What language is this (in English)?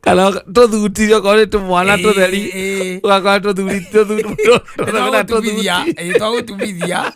Kikuyu